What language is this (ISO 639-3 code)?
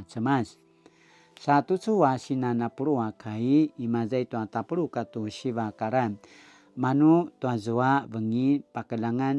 pwn